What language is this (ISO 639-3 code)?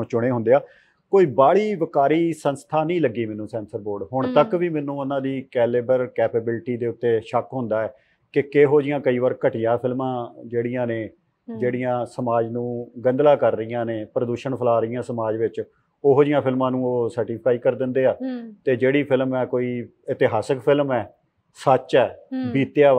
pan